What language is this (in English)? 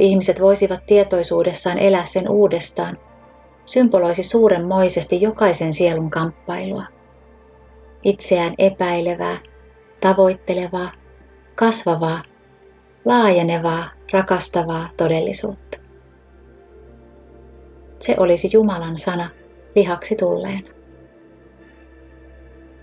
Finnish